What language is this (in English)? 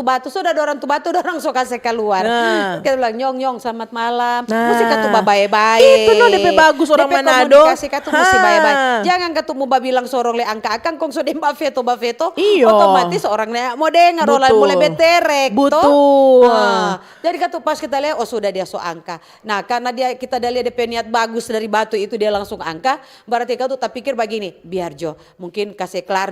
Manado Malay